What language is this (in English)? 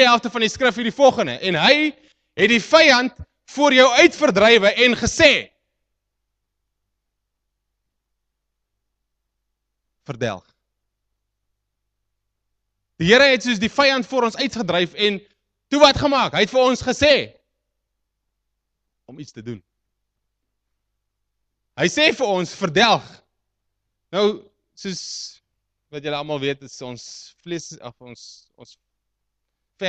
Afrikaans